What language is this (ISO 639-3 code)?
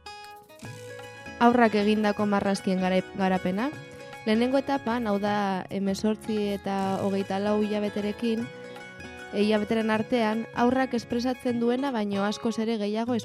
eus